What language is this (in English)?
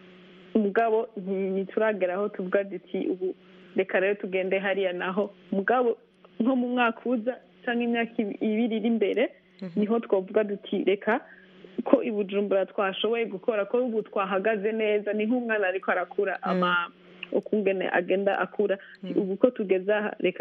Kinyarwanda